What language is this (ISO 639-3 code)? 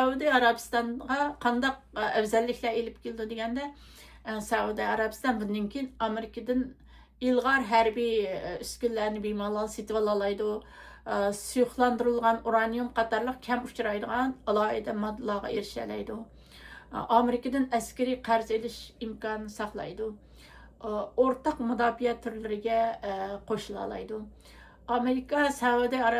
uig